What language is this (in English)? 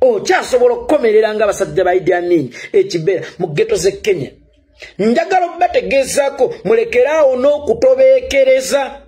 Ganda